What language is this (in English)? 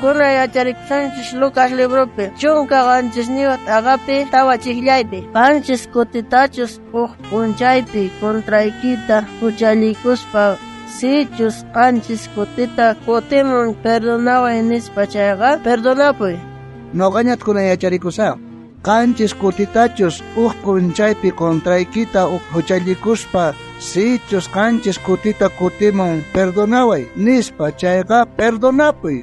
South Bolivian Quechua